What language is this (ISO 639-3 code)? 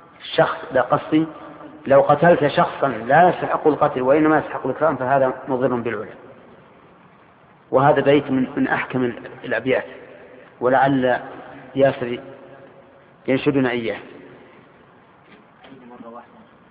ara